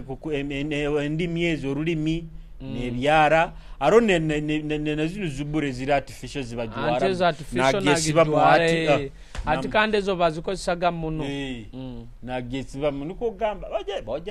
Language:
Nyoro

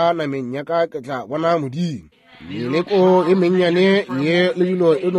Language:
Northern Sotho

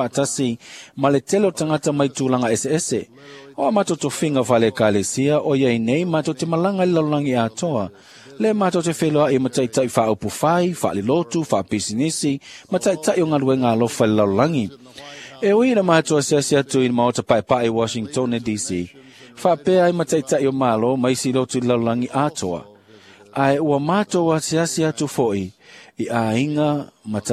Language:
Samoan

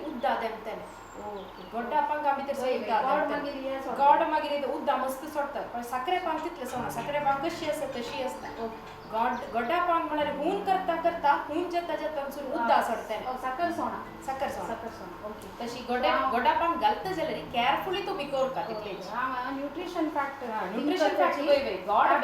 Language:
Konkani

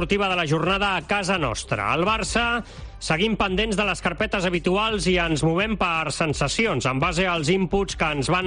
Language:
Catalan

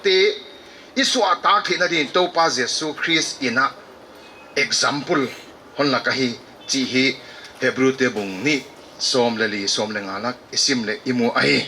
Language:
Paite Chin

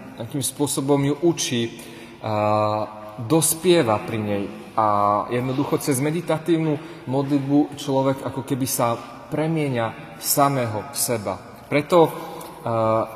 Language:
Slovak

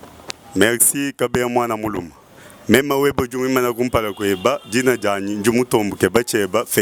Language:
Luba-Lulua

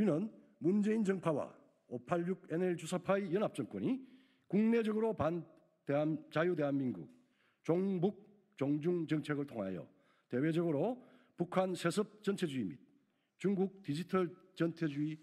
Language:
Korean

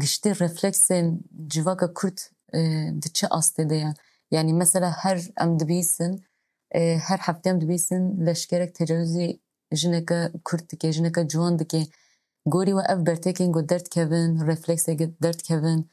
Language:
Kurdish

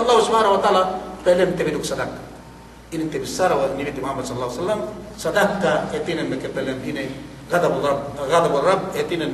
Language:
Yakan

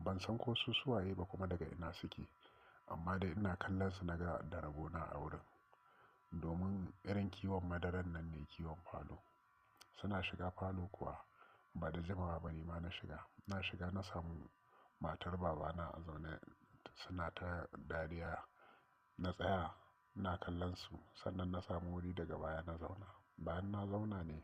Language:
Hausa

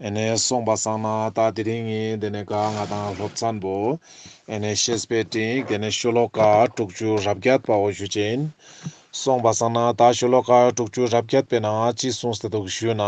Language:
Ladakhi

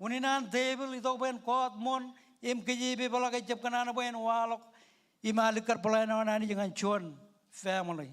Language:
Marshallese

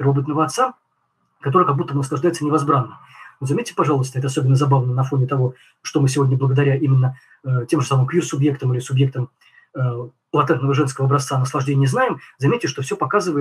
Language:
Russian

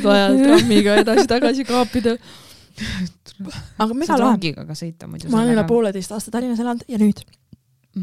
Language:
Estonian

